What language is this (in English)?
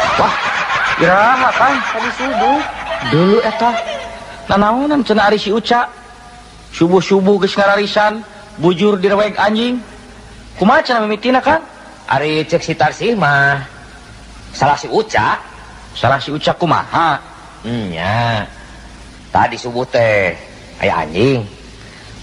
Sundanese